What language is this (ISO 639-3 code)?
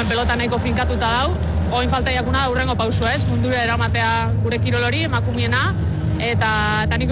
eus